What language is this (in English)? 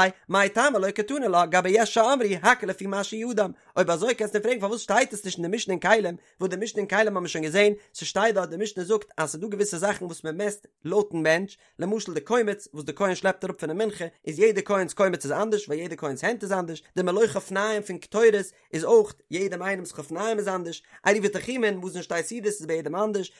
Yiddish